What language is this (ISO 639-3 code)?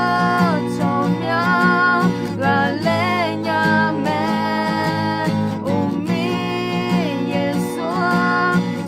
ahk